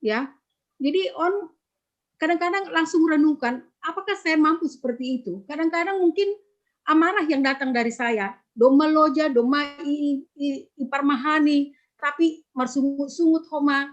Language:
Batak Simalungun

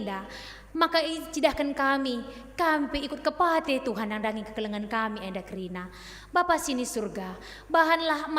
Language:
Batak Karo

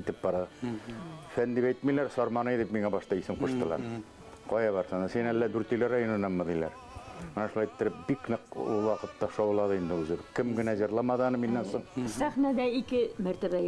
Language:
Bashkir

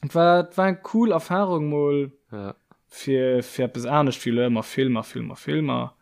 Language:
Luxembourgish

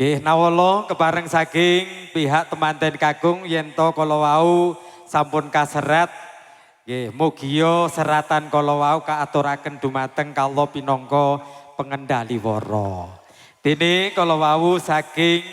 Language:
Javanese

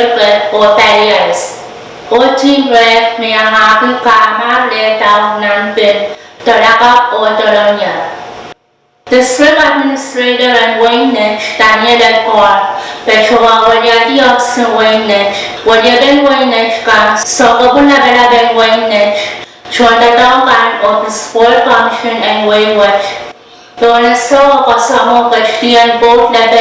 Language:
Pohnpeian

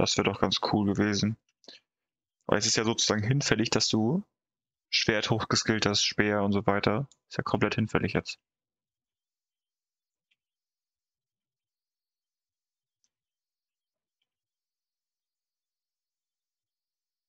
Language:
German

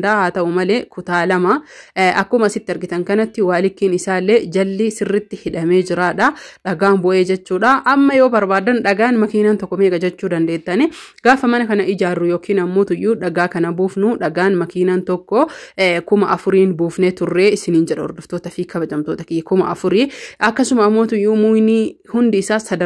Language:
Oromo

